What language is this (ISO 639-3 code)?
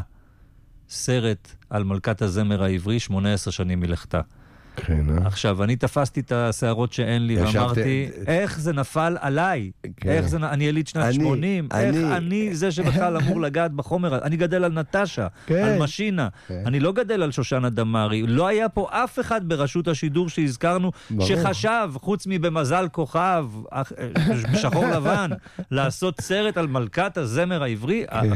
heb